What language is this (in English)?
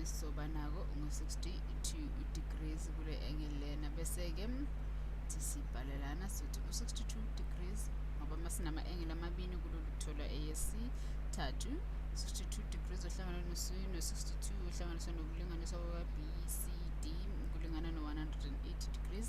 Zulu